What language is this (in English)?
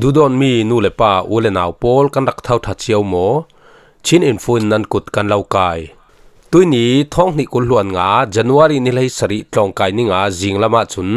Falam Chin